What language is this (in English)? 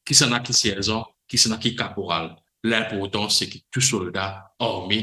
Morisyen